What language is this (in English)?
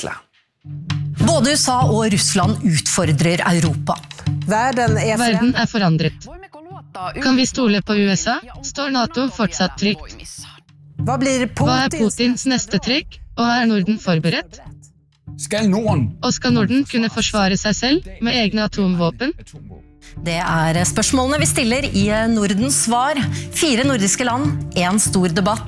Norwegian